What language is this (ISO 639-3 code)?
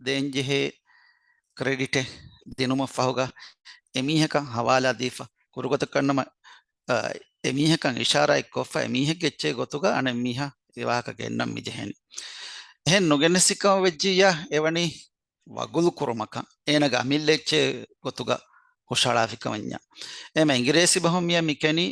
div